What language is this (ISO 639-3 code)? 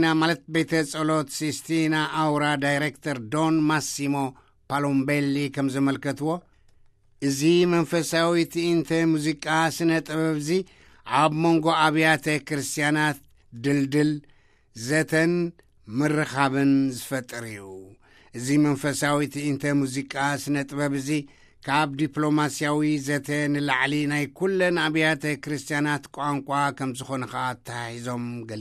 tir